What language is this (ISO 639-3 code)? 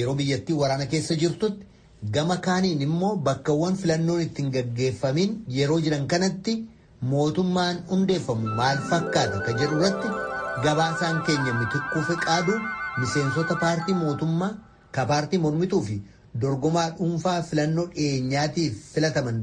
orm